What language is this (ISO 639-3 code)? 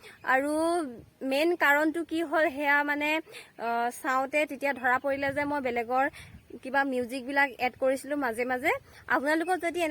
asm